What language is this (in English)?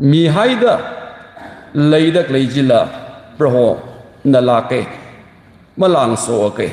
Tangkhul Naga (India)